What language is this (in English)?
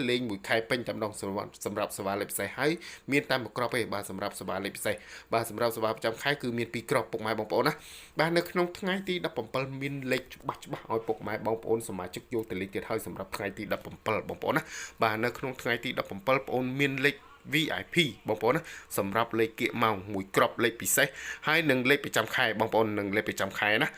Khmer